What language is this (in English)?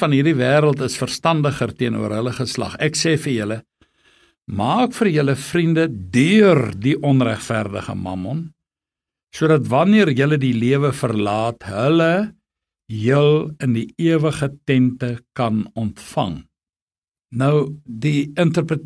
Afrikaans